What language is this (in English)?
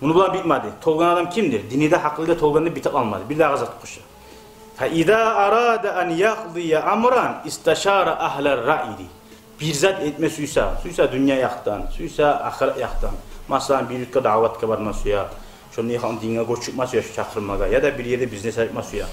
Kumyk